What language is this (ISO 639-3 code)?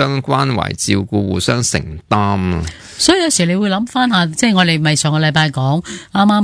yue